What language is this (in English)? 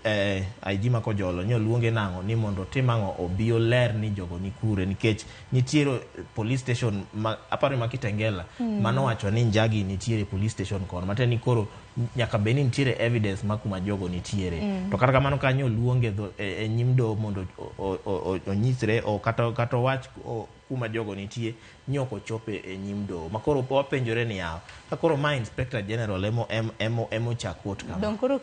Luo (Kenya and Tanzania)